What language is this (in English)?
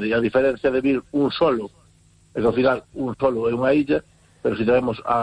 Galician